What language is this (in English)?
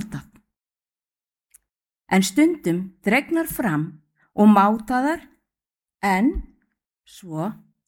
Icelandic